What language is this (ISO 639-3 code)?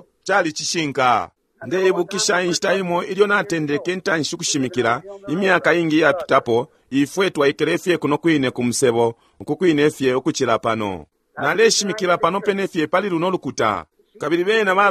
bem